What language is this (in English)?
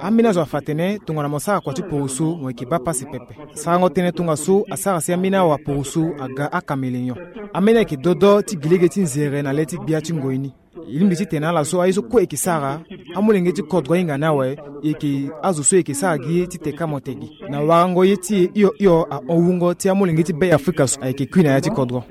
Sango